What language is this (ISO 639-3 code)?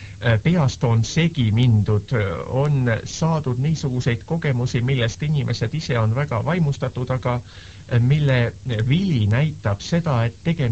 est